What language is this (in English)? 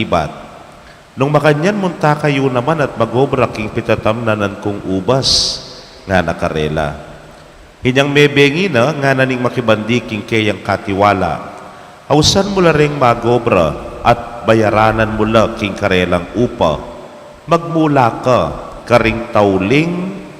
Pampanga